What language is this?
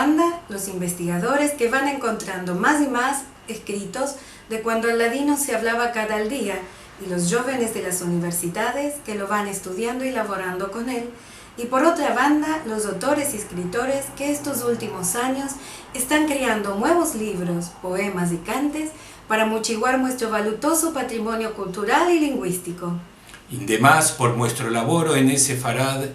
Ladino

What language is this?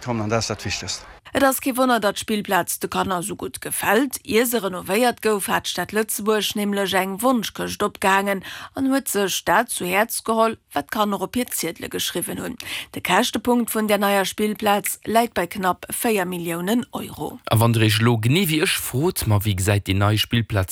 Luxembourgish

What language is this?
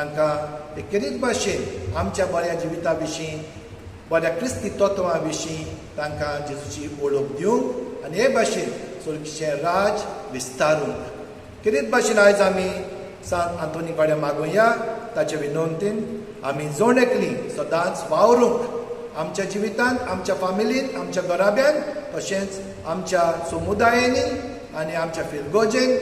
Konkani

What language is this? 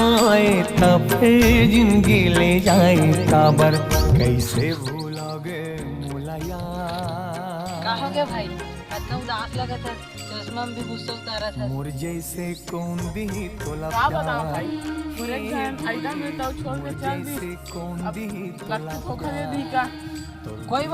Chhattisgarhi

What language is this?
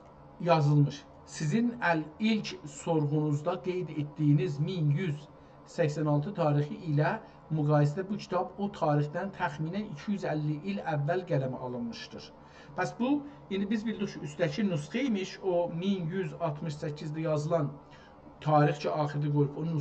South Azerbaijani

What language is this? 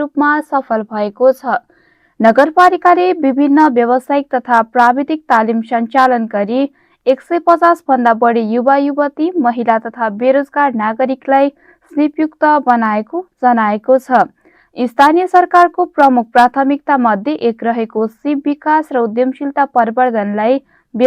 Nepali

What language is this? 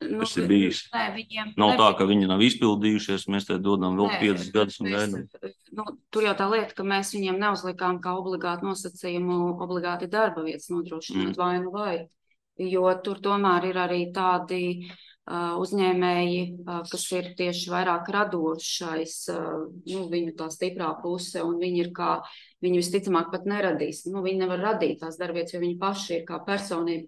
Latvian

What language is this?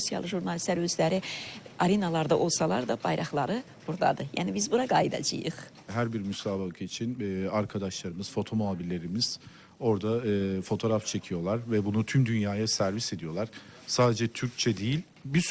Azerbaijani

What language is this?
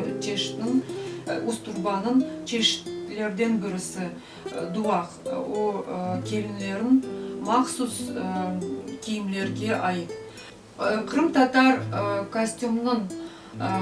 Crimean Tatar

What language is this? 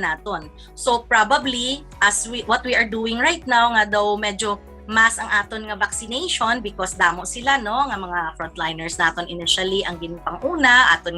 Hiligaynon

